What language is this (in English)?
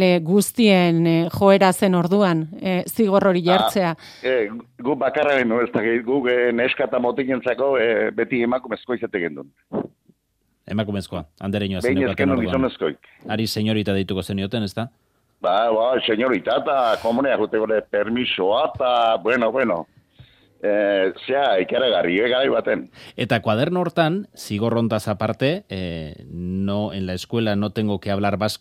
Basque